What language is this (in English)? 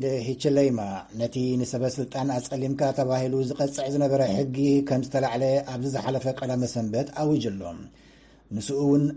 Tigrinya